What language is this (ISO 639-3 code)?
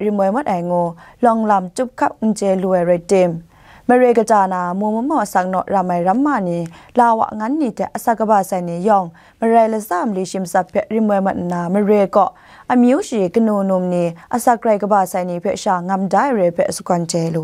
kac